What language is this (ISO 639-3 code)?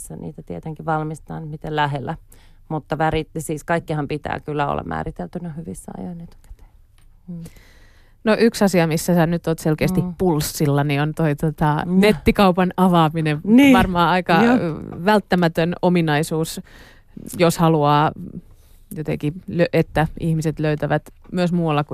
fin